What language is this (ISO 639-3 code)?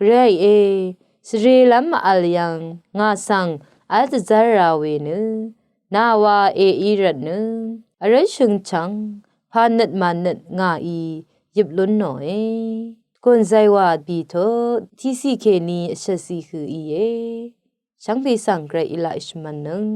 raw